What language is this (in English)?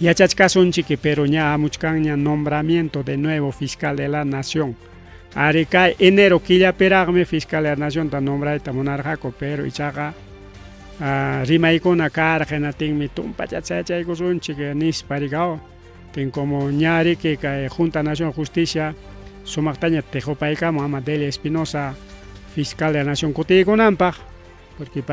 Ayacucho Quechua